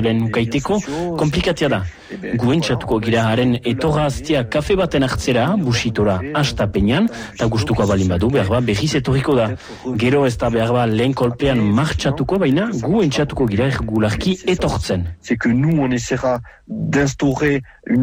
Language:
Basque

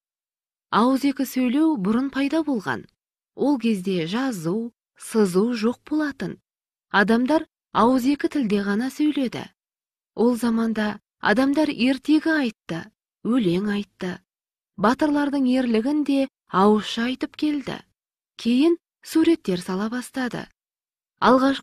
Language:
Kazakh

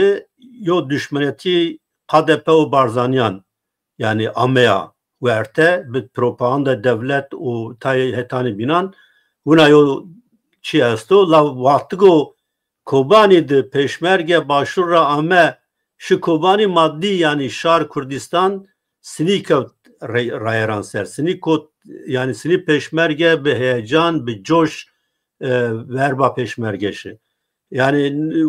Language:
Zaza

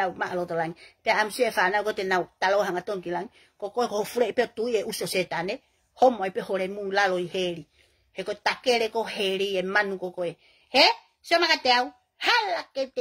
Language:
Tongan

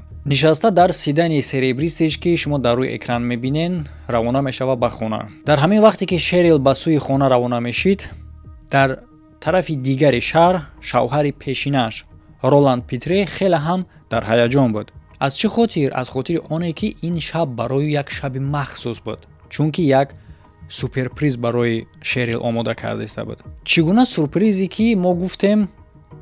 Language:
Tajik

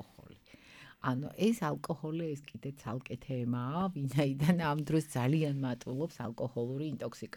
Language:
Georgian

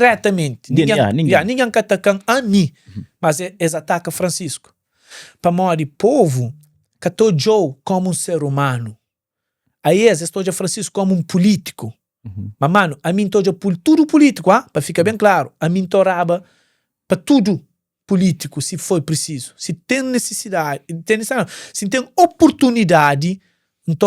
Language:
Kabuverdianu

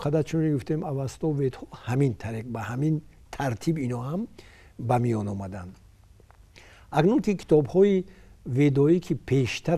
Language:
Persian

